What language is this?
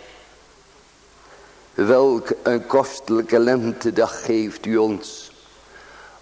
Dutch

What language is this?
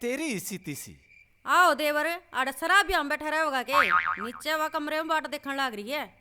Haryanvi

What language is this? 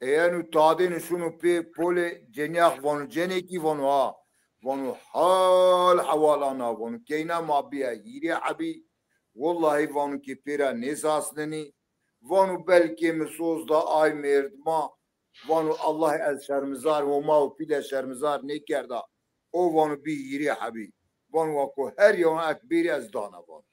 Zaza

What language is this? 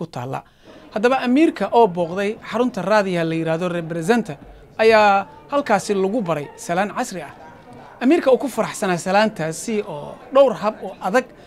Somali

